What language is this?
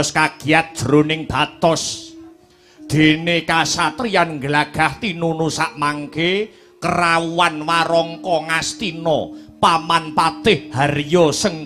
Javanese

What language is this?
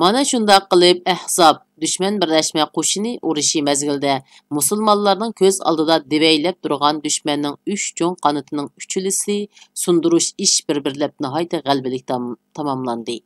Uyghur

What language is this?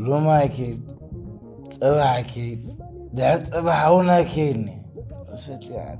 Tigrinya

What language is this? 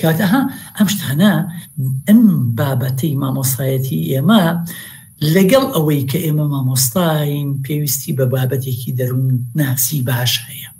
Central Kurdish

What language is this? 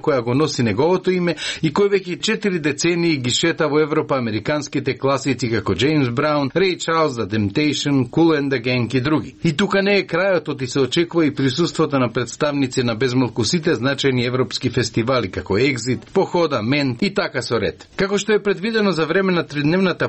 Macedonian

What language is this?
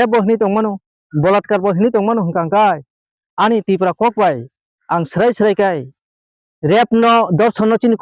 Kok Borok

